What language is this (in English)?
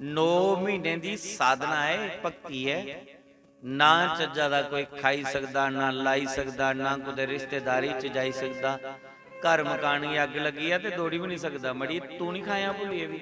Dogri